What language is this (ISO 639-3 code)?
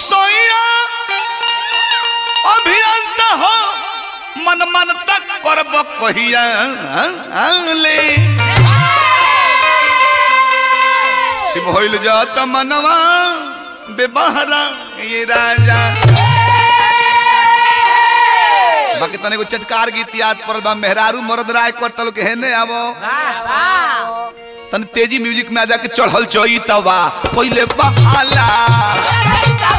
bho